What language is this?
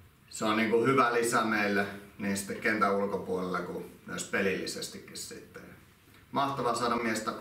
Finnish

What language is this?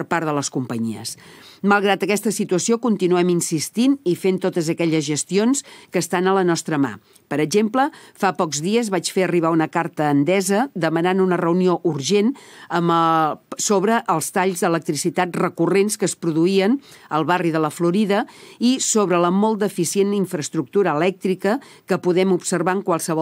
Catalan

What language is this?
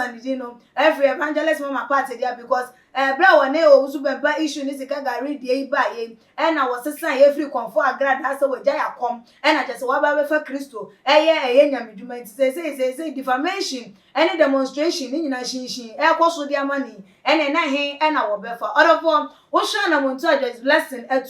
Akan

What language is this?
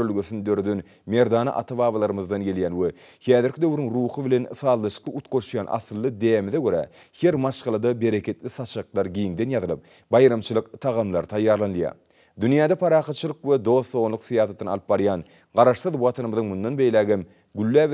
Turkmen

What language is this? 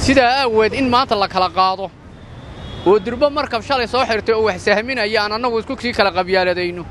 Somali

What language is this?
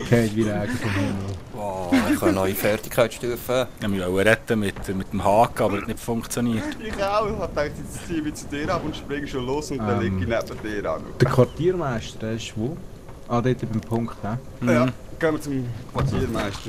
Swiss German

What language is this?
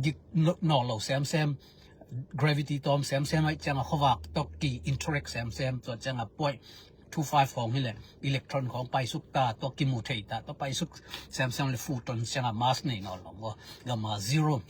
Tedim Chin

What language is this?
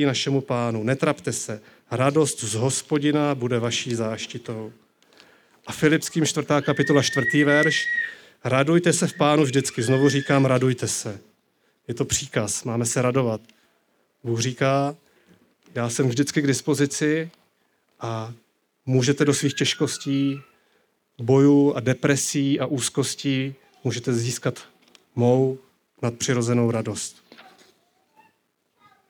Czech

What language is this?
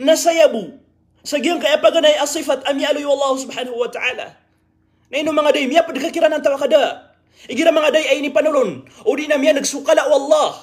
Maranao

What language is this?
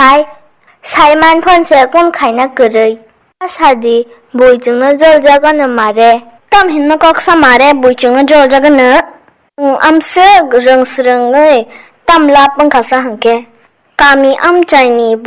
Kok Borok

